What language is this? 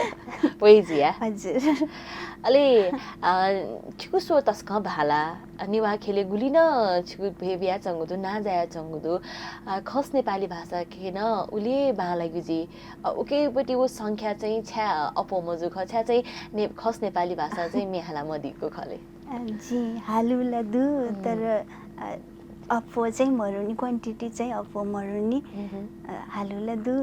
Newari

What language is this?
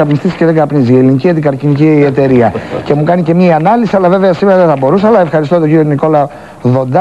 Greek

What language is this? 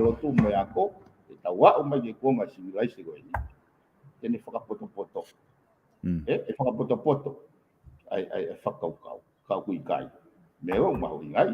Tongan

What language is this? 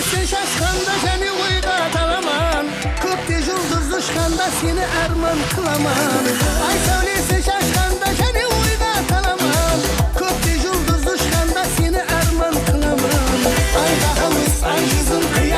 Kara-Kalpak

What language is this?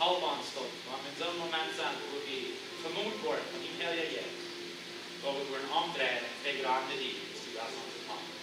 Plautdietsch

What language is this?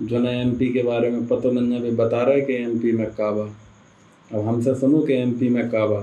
Bhojpuri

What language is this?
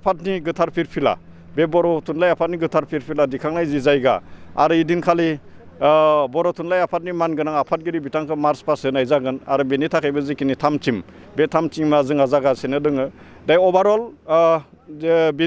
Bodo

